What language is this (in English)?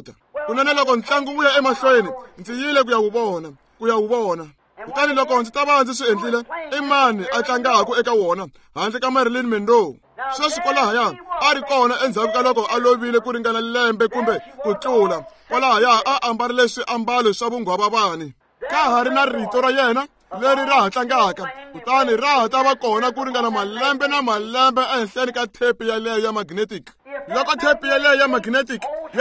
Tsonga